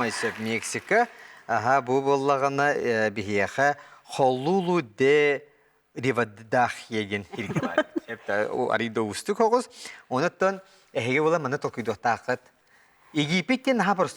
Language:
Yakut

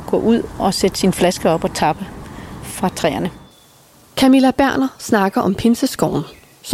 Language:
Danish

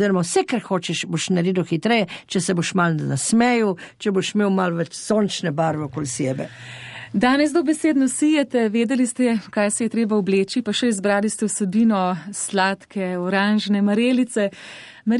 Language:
Slovenian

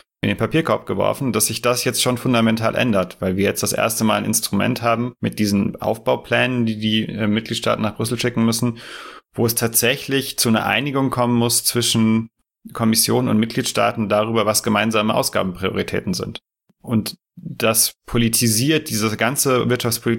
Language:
German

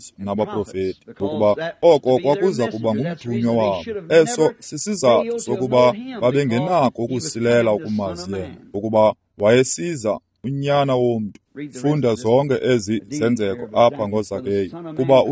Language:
Xhosa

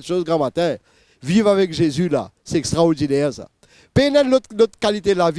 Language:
Morisyen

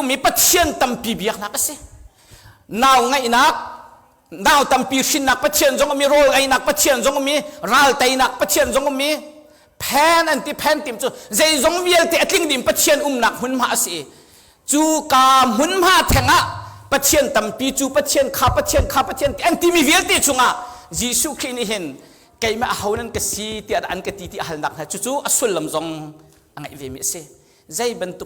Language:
Hakha Chin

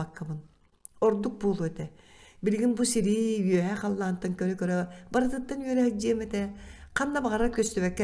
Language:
Yakut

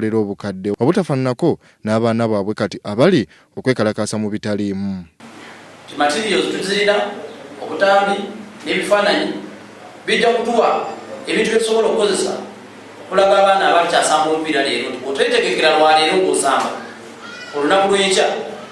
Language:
Ganda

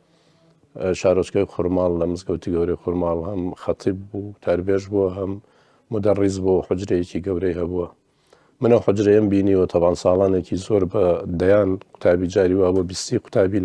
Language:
Central Kurdish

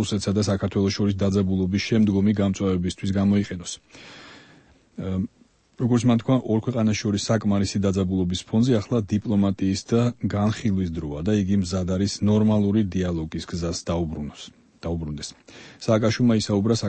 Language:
Georgian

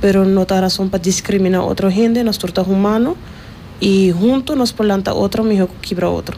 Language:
Papiamento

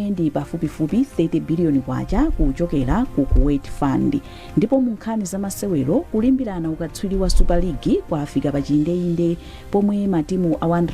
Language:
Nyanja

